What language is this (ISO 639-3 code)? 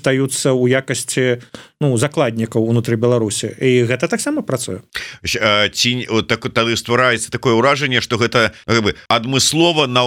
bel